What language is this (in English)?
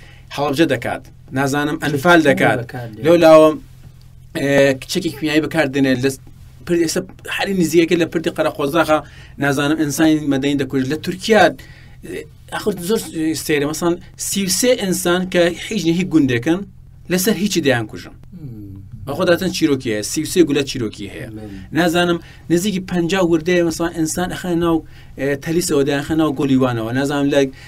Central Kurdish